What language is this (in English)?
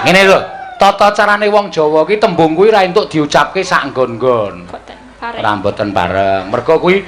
Javanese